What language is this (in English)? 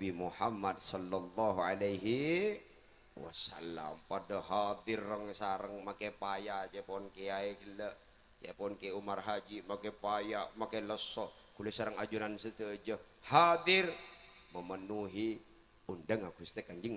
Madurese